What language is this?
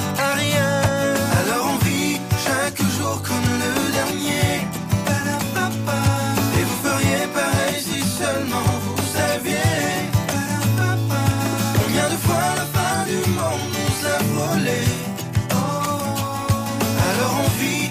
French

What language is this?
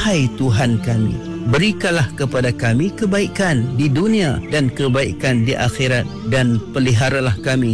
Malay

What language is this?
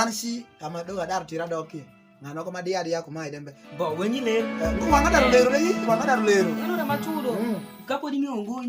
Alur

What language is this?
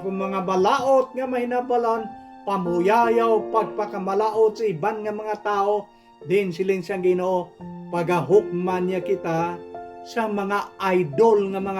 Hiligaynon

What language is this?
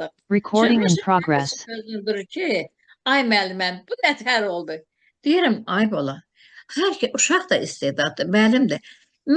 Azerbaijani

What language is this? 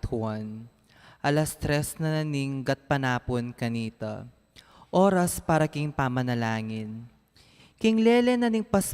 Pampanga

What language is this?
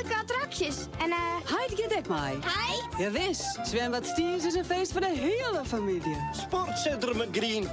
Western Frisian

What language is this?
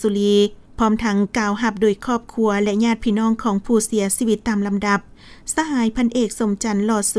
Lao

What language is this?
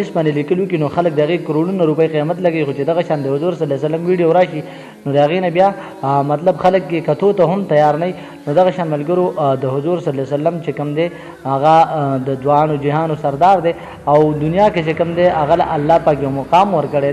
Pashto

